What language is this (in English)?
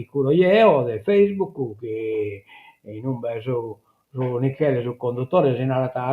Sardinian